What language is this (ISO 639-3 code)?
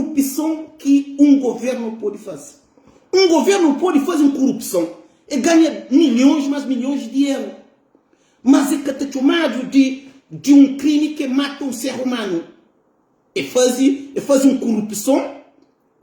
kea